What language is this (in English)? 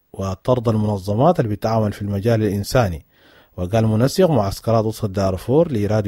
Sudanese Arabic